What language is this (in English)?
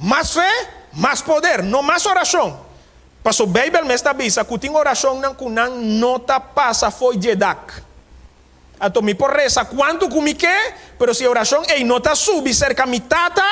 Papiamento